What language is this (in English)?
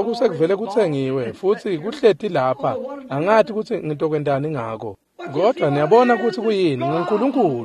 Swati